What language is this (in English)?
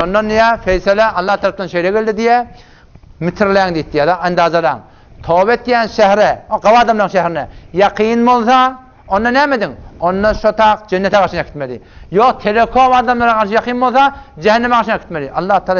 Turkmen